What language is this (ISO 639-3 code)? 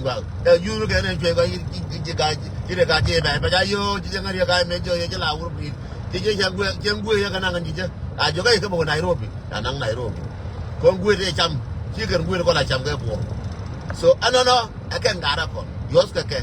nus